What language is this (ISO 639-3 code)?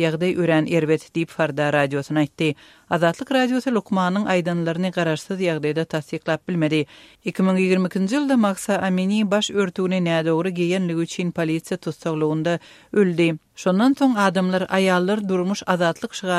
tuk